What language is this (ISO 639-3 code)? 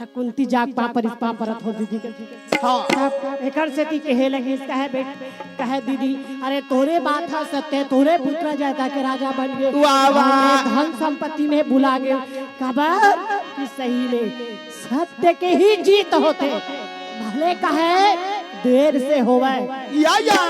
hne